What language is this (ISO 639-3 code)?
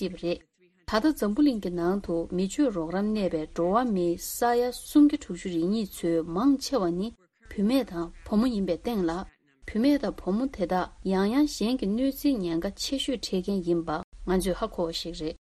bod